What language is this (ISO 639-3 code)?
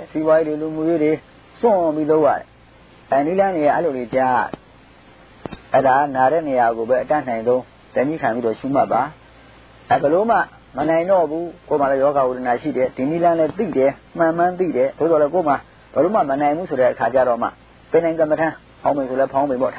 mya